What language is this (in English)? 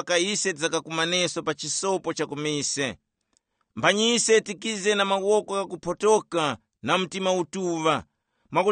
Tumbuka